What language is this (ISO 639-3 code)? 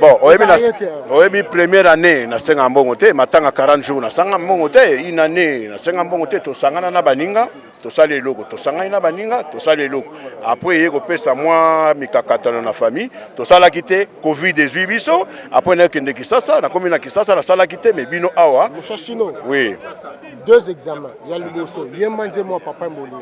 lin